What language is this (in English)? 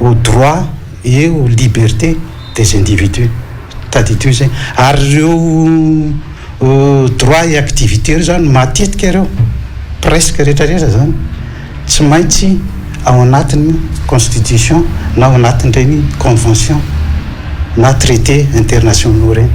Malagasy